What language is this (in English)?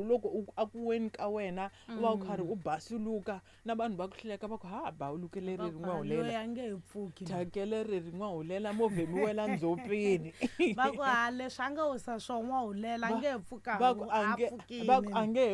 Tsonga